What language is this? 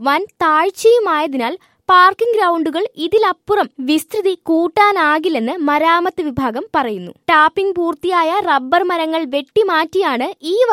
Malayalam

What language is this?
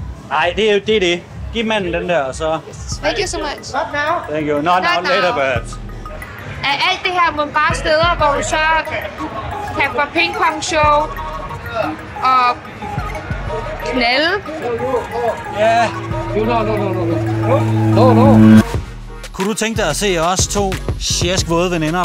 Danish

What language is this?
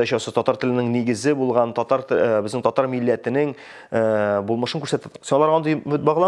Tatar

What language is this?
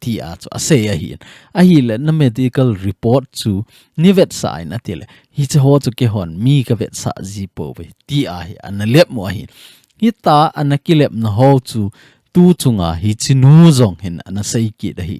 Thado Chin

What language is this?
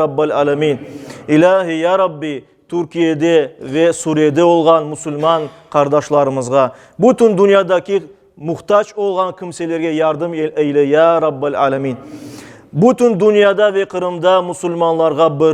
Crimean Tatar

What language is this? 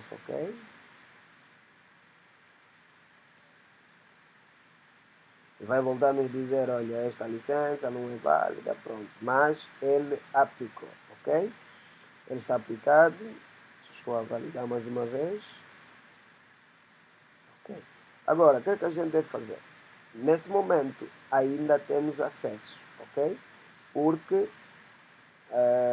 Portuguese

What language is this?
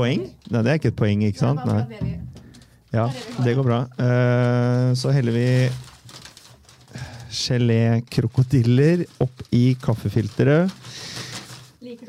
Norwegian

